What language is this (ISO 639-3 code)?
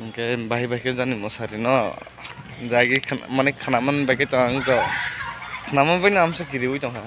trp